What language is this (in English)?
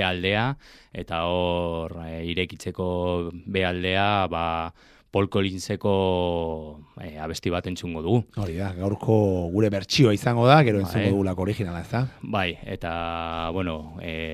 Basque